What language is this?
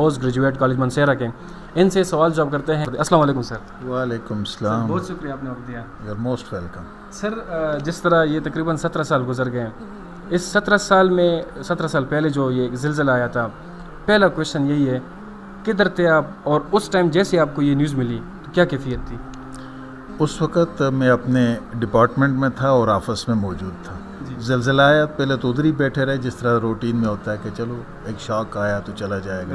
Urdu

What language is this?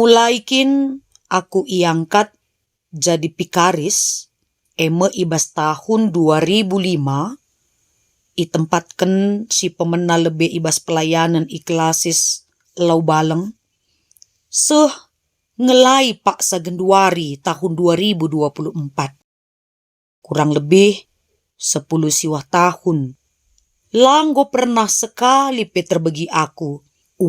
Batak Karo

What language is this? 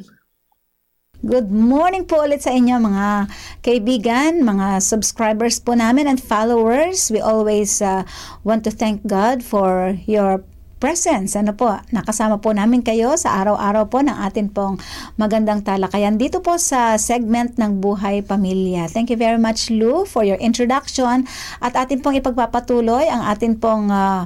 Filipino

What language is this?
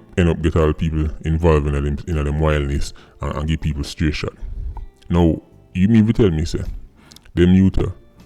Jamaican Creole English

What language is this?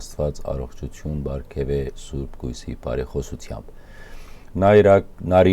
Western Armenian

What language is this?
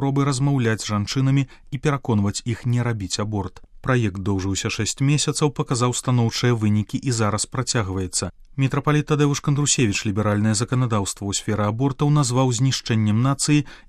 Belarusian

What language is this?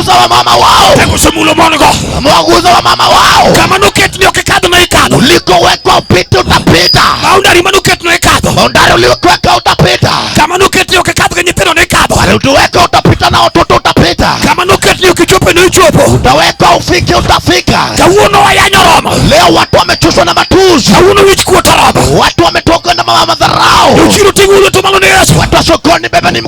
Luo (Kenya and Tanzania)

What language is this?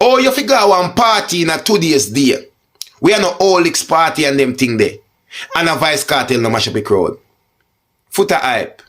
Jamaican Creole English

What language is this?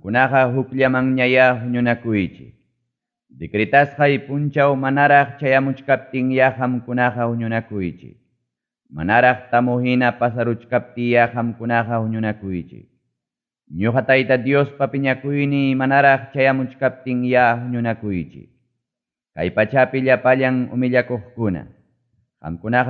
Ayacucho Quechua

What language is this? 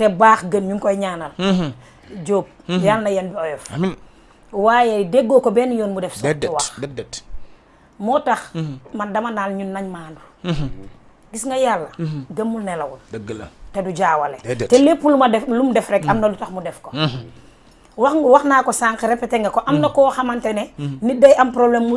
Wolof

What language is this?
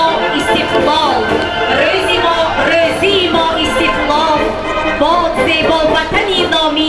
Tajik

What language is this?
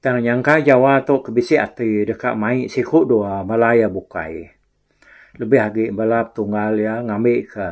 Iban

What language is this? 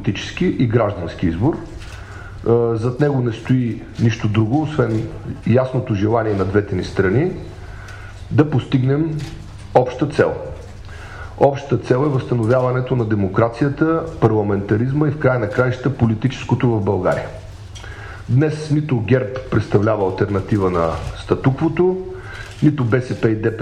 Bulgarian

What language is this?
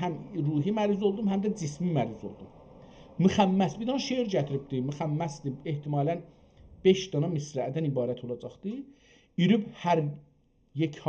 South Azerbaijani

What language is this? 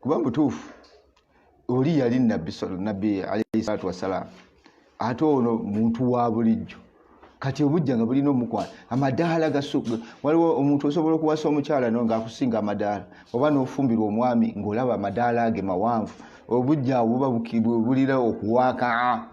Ganda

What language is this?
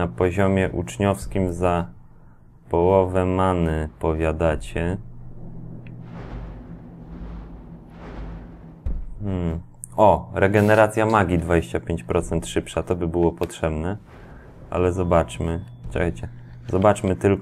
Polish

